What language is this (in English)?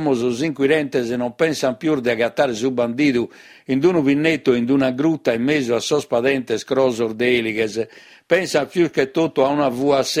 Sardinian